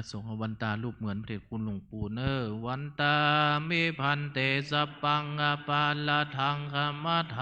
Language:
Pali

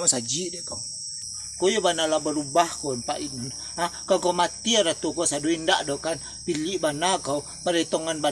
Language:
Minangkabau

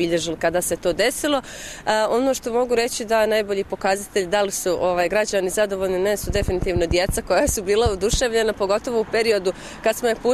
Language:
Bosnian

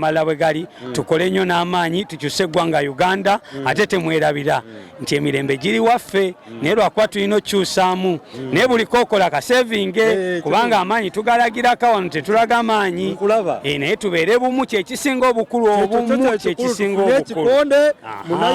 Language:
Ganda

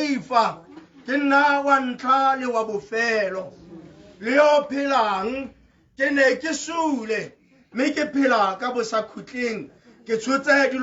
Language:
Tswana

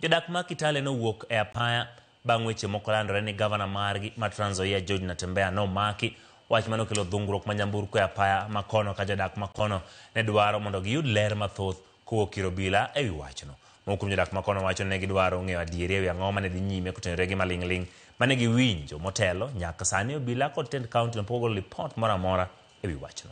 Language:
Luo (Kenya and Tanzania)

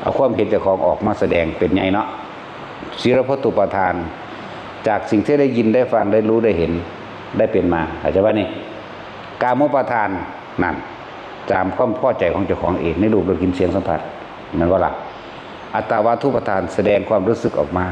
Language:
Northeastern Thai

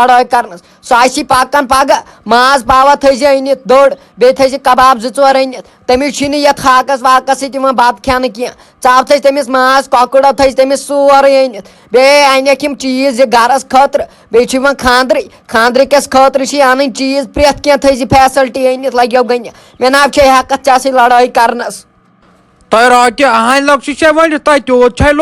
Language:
Kashmiri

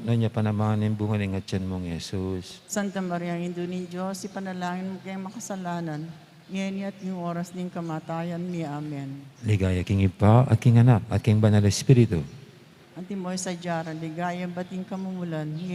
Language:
Pampanga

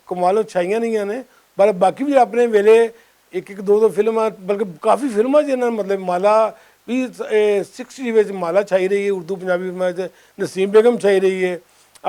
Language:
Western Panjabi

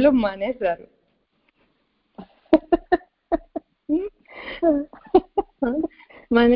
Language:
Telugu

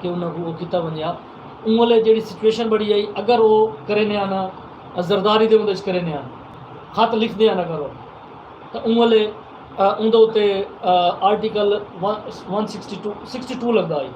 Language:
Saraiki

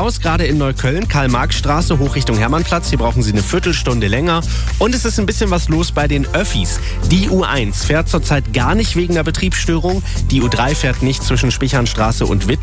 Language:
German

